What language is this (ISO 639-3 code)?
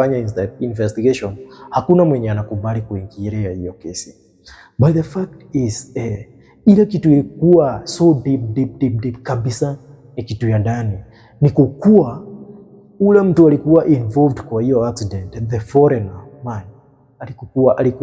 swa